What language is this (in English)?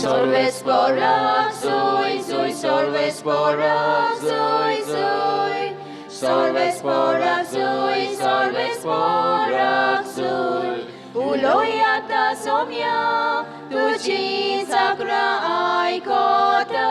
Konkani